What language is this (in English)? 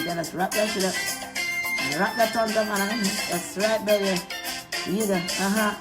Jamaican Creole English